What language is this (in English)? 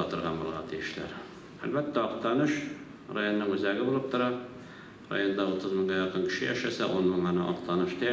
Tatar